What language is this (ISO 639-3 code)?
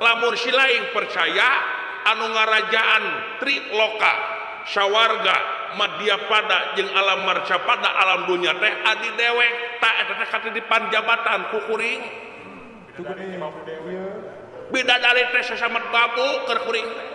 sun